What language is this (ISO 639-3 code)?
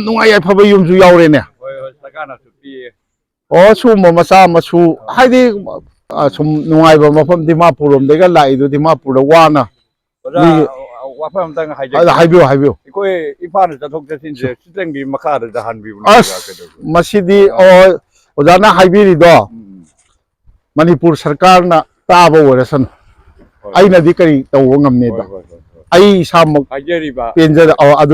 mni